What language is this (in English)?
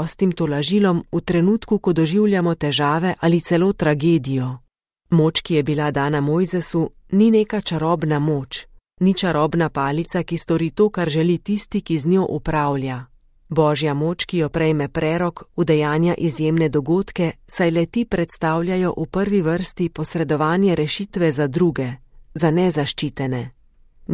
Slovenian